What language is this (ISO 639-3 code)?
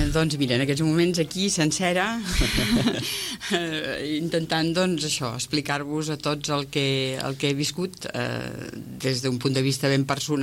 cat